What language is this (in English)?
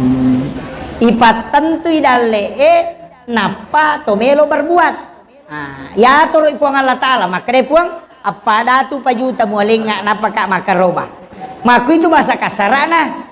Buginese